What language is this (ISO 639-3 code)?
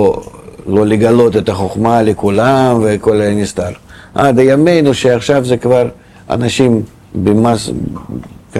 heb